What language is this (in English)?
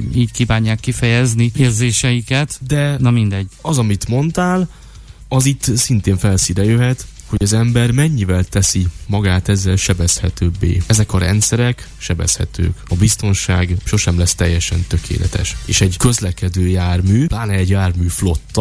Hungarian